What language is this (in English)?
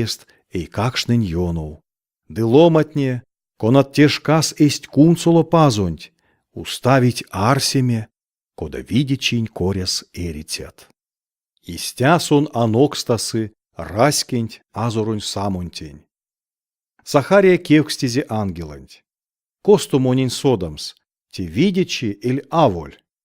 Erzya